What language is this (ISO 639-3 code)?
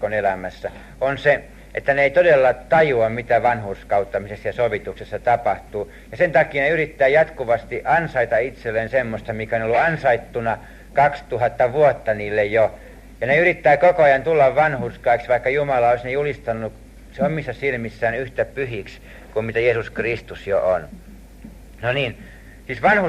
fin